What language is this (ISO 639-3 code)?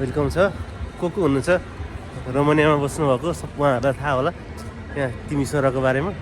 nep